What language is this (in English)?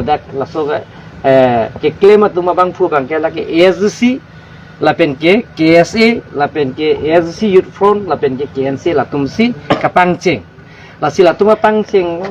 Karbi